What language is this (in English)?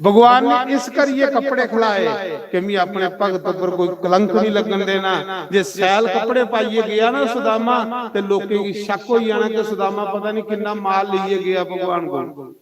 Dogri